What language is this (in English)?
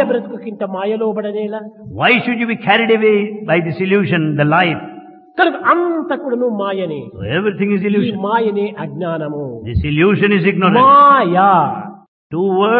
Telugu